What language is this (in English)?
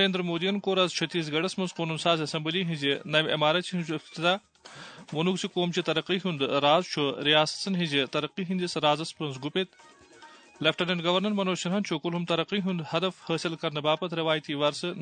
Kashmiri